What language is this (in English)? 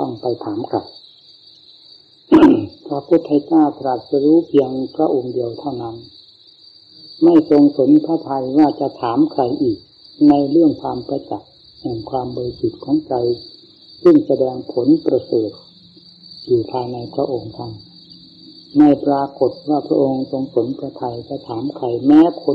Thai